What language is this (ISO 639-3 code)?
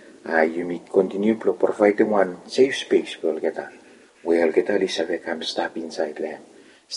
bis